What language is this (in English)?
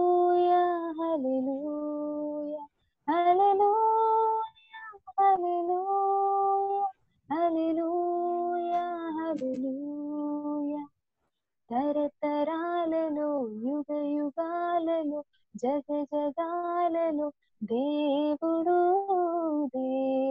Telugu